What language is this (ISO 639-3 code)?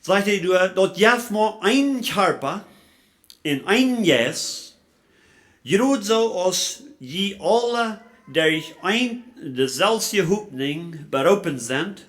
pdt